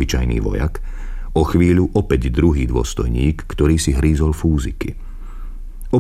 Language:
Slovak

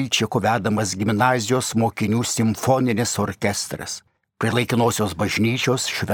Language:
Lithuanian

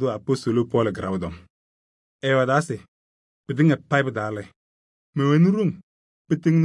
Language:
Kabiyè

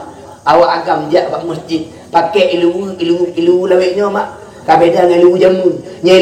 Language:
Achinese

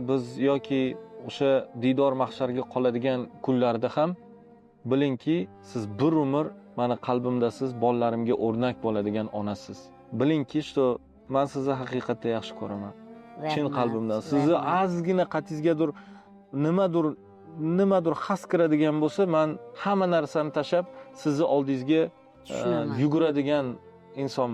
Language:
Uzbek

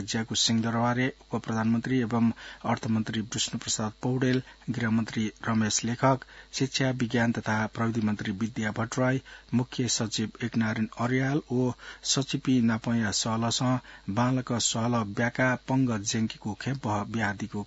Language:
Newari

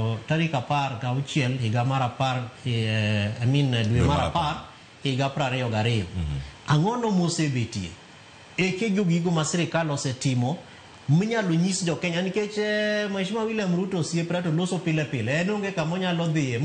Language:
Luo (Kenya and Tanzania)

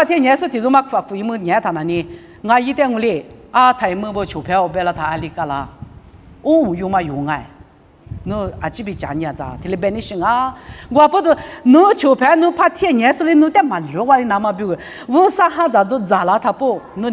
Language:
Lisu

